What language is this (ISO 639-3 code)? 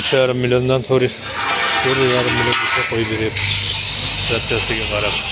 uzb